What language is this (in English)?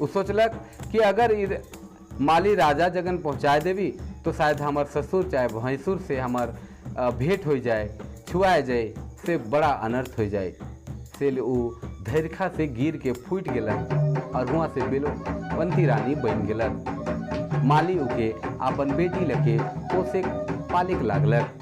Sadri